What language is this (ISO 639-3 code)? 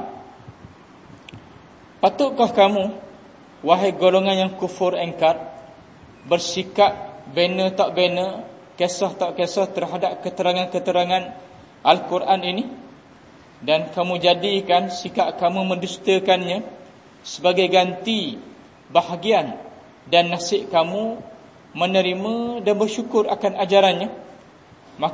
msa